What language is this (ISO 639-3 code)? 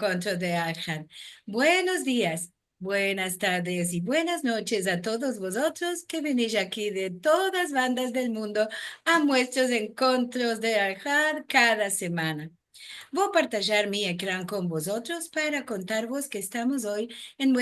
lad